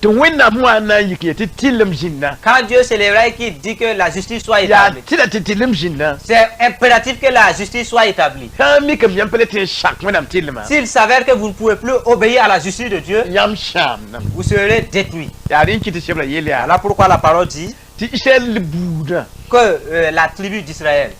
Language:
Mossi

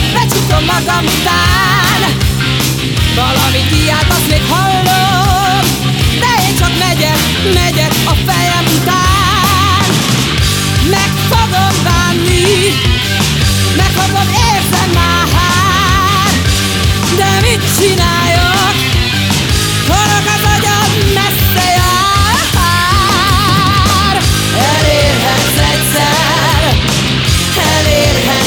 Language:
Hungarian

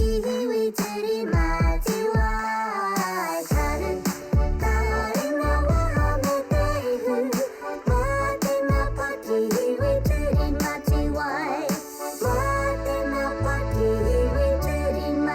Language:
Māori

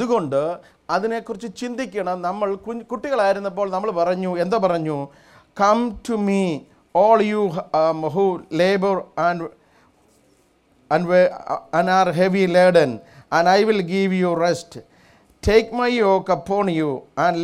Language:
Malayalam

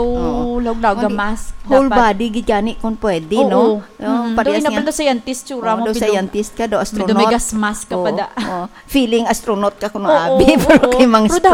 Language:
Hiligaynon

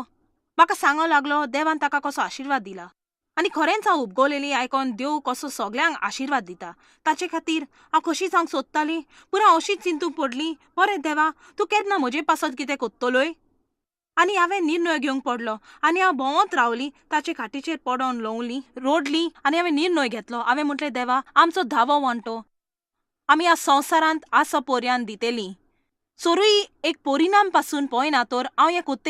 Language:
Konkani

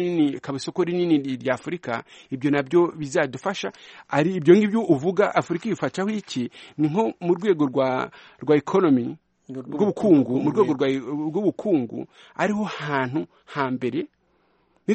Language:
Kinyarwanda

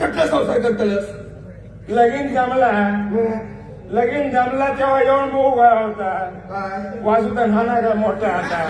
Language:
Konkani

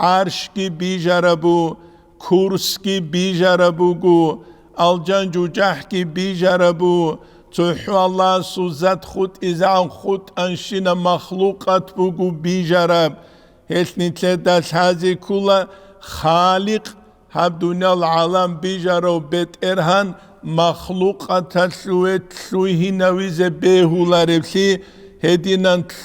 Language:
Avaric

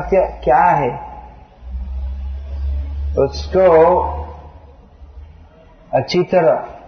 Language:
Hindi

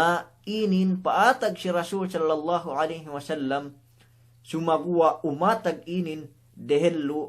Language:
Yakan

